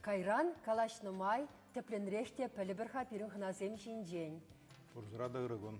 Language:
Chuvash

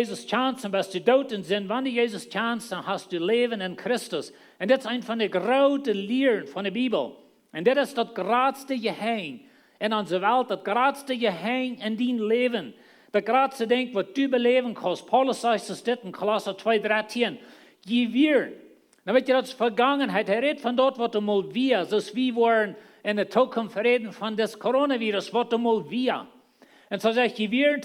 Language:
Plautdietsch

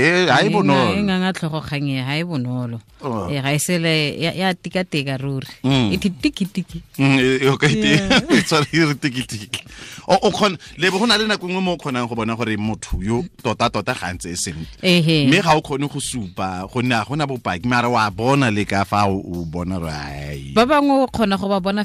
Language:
Tswana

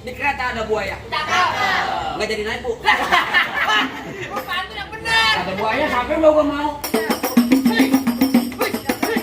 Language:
Betawi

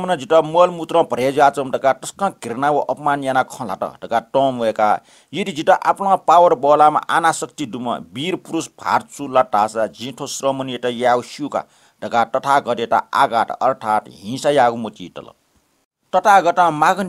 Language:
Newari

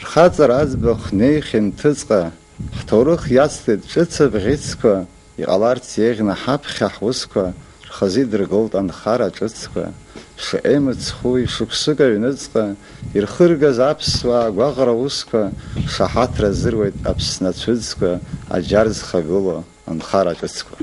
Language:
Abkhazian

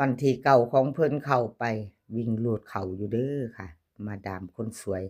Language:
Northeastern Thai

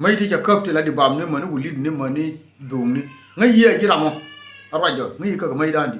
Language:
Nuer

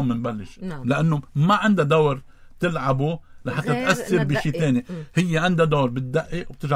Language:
North Levantine Arabic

